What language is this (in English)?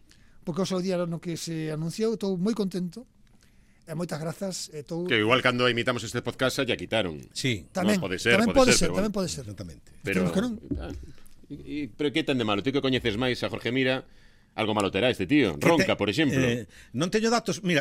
Galician